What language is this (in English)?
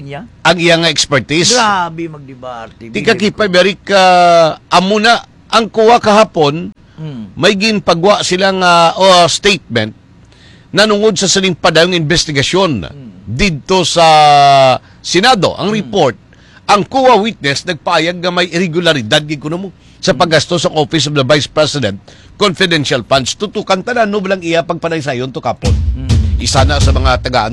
Hiligaynon